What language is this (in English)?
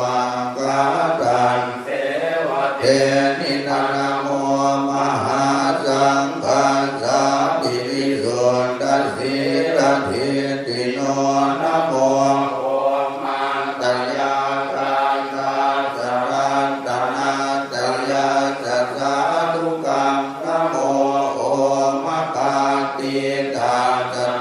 Pali